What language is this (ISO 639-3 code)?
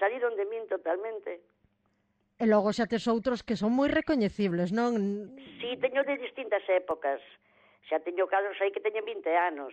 glg